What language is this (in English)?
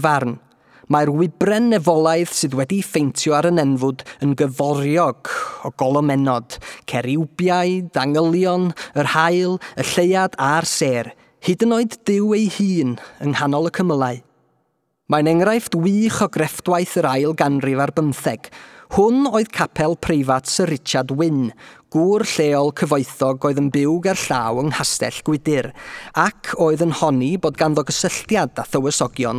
Welsh